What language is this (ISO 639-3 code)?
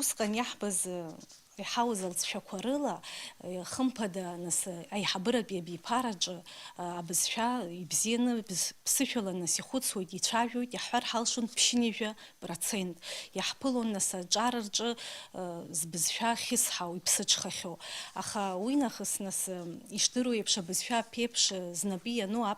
abk